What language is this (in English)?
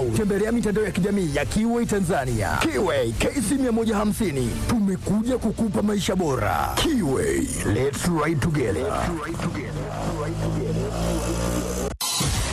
Swahili